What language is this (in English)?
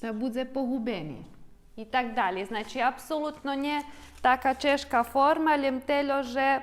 Rusyn